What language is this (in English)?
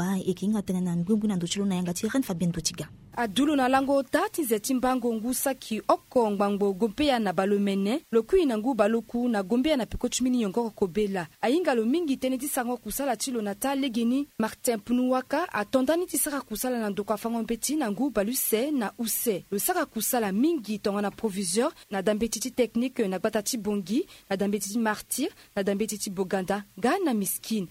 Sango